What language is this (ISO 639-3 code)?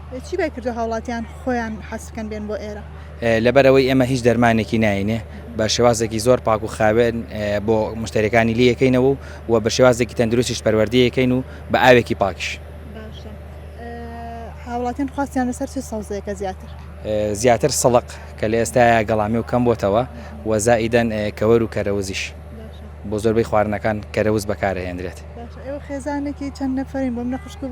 ckb